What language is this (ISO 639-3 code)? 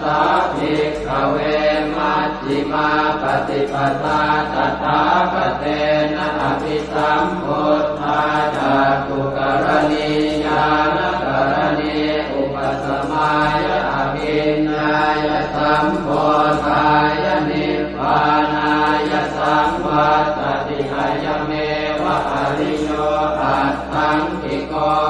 pli